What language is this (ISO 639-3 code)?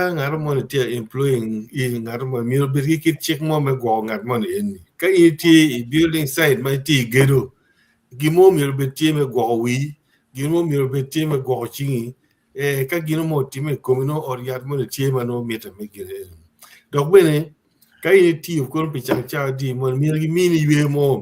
ach